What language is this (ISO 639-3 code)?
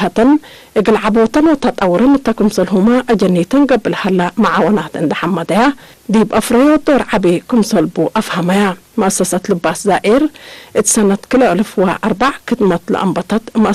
tig